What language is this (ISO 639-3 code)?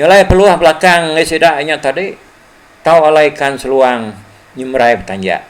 iba